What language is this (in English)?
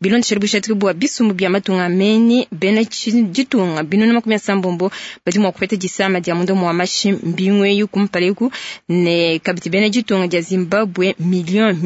Luba-Lulua